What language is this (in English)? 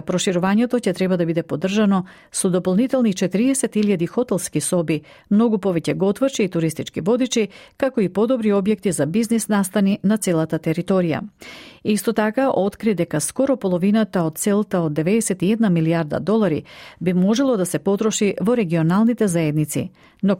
Macedonian